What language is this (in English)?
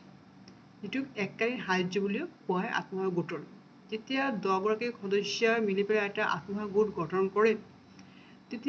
Assamese